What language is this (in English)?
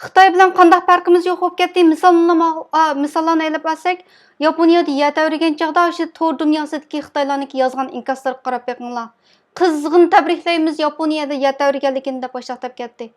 Uyghur